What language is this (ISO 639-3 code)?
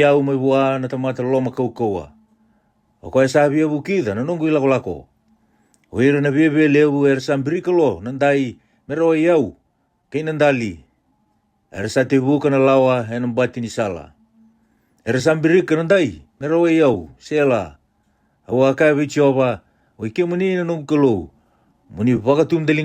fij